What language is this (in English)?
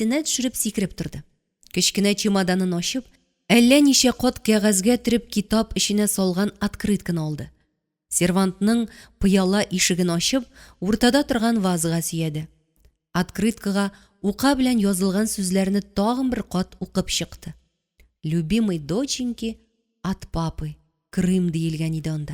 Tatar